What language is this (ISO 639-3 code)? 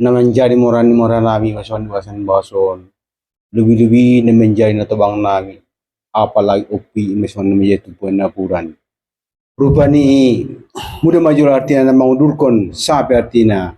bbc